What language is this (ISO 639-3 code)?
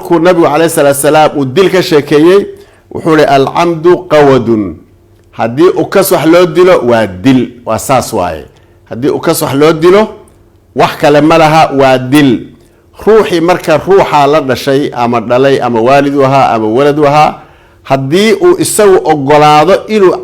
som